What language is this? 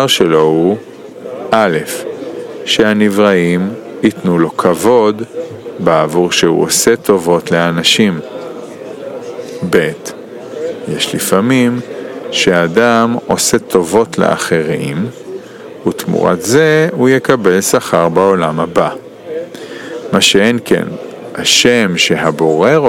Hebrew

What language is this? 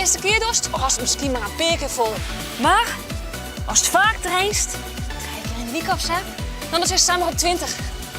Western Frisian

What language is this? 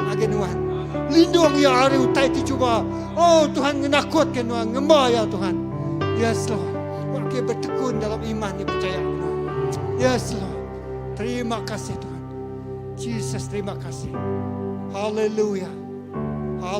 Iban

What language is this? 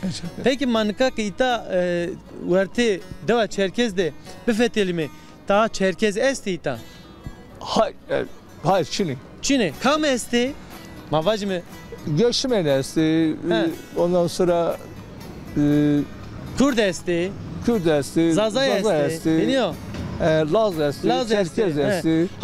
Zaza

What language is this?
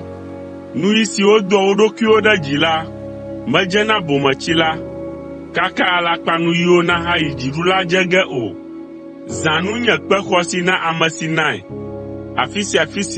Ewe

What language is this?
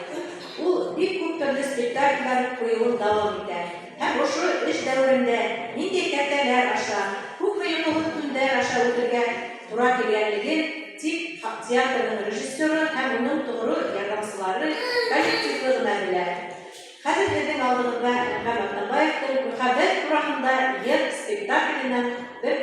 Bashkir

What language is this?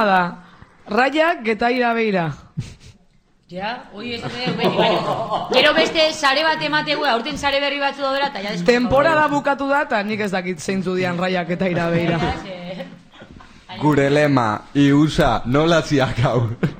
Basque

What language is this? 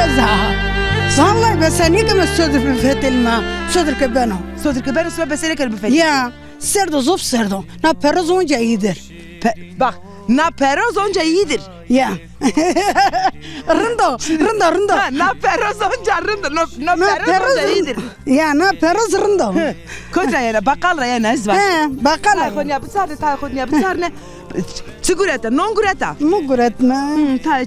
Zaza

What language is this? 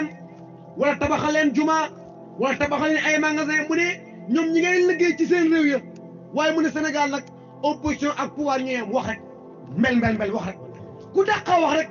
Wolof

